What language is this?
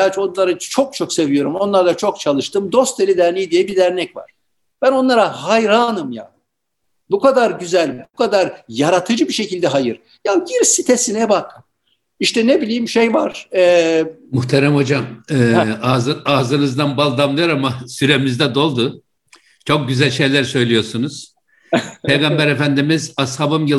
Turkish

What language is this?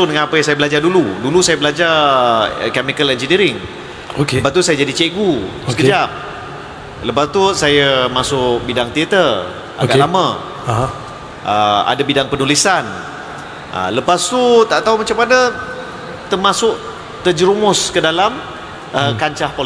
Malay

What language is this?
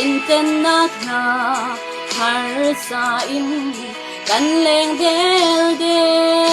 Falam Chin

